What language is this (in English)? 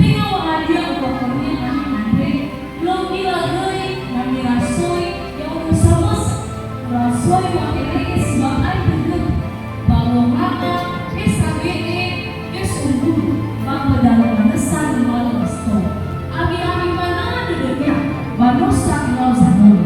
Nias